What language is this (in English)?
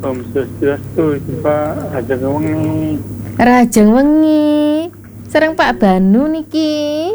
Balinese